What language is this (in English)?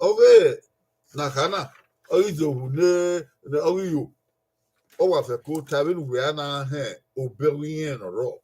Bini